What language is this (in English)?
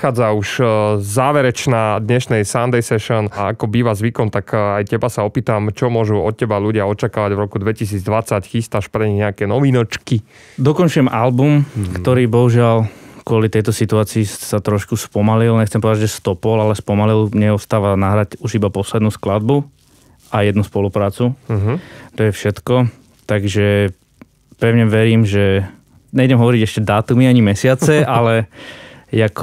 Slovak